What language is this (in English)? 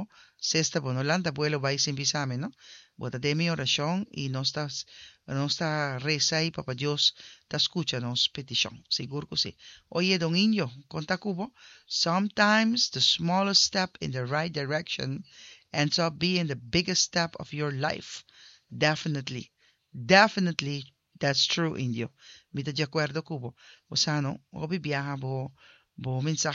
Papiamento